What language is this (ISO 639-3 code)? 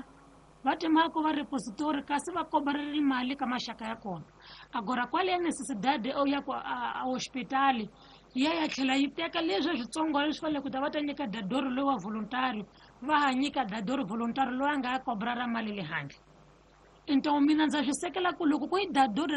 tso